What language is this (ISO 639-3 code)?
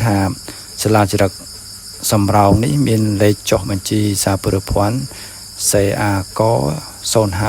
khm